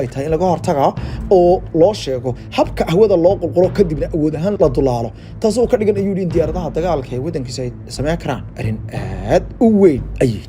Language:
Somali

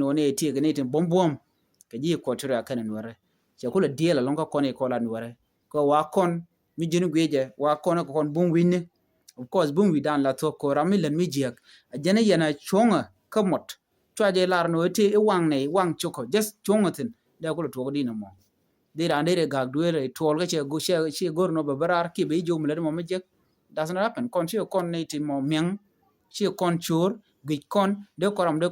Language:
Nuer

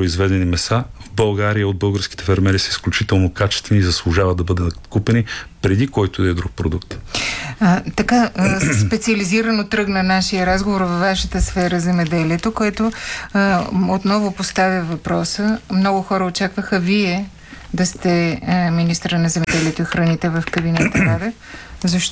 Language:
Bulgarian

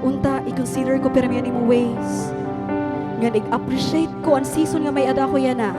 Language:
Waray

